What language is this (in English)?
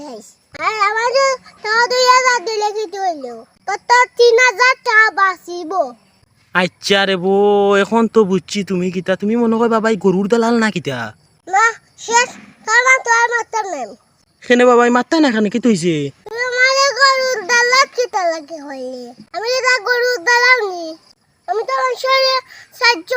Sylheti